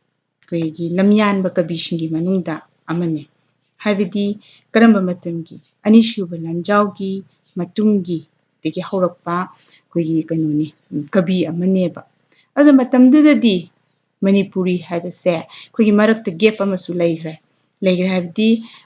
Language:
Manipuri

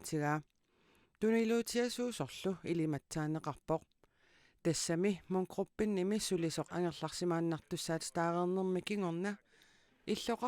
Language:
Kalaallisut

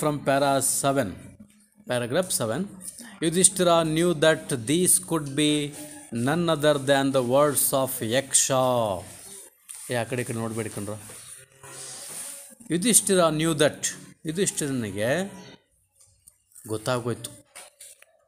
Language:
Kannada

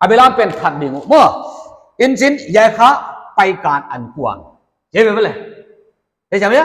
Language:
Paite Chin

